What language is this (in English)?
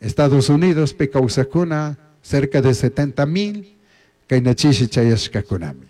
Chimborazo Highland Quichua